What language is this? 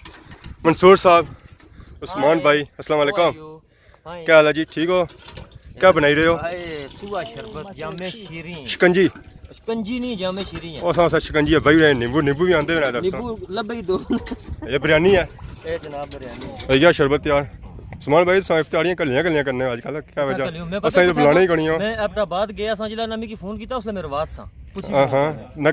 Pahari-Potwari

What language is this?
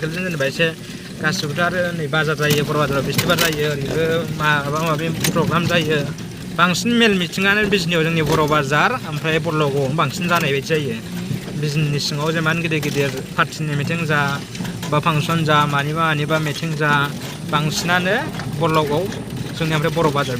Bodo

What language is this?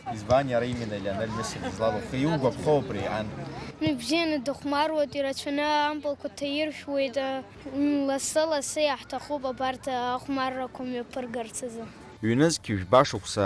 Abkhazian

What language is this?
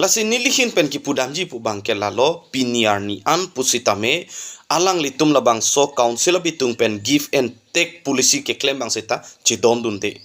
Karbi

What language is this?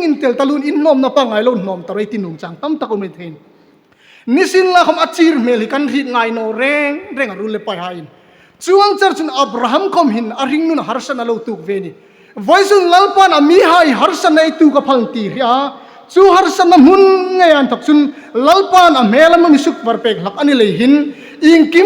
Hmar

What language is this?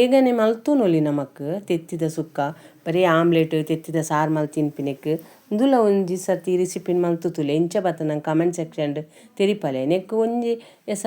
Tulu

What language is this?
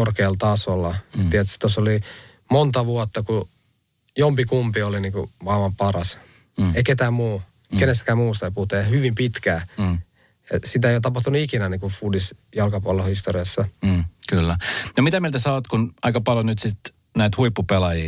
Finnish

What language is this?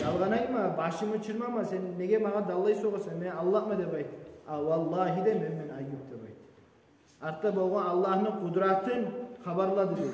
Kumyk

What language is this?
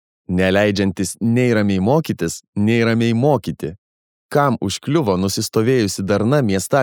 Lithuanian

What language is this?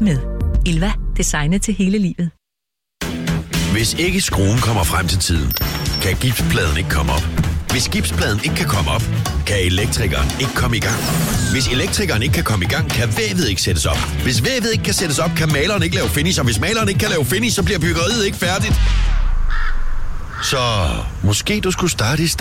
Danish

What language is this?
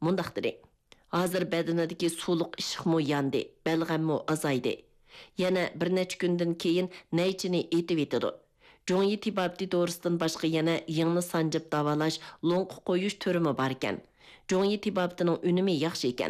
Uyghur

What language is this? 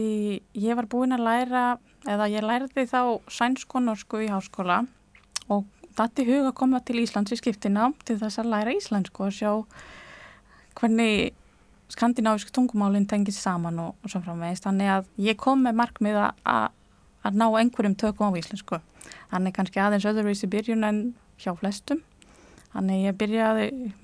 Icelandic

